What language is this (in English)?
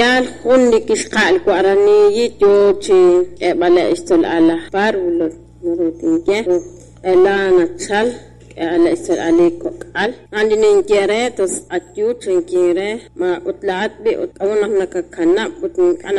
Kekchí